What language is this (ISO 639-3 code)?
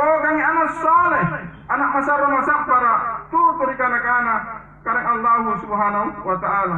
mak